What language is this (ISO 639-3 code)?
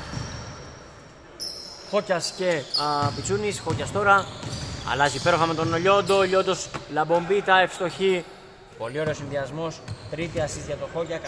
ell